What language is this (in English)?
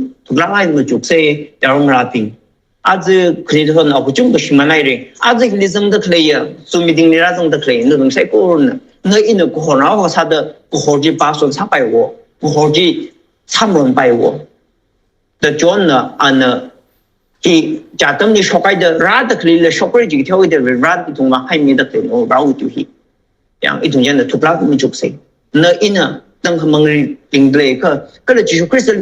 Tangkhul Naga (India)